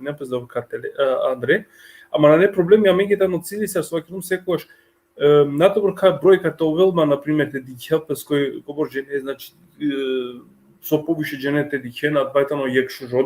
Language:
Balkan Romani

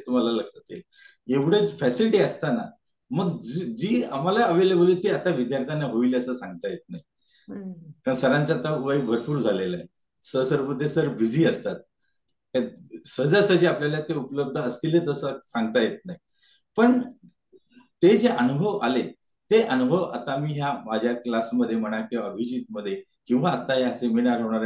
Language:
Marathi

